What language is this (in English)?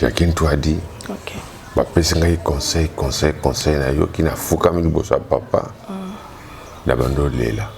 Lingala